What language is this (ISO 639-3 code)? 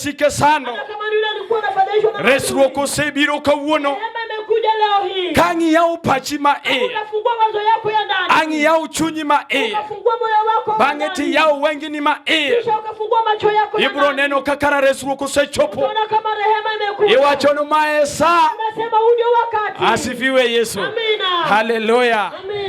luo